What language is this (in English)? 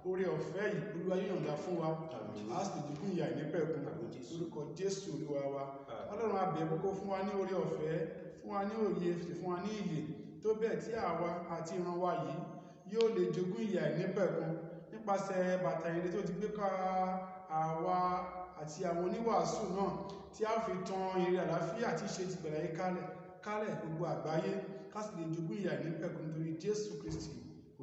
Yoruba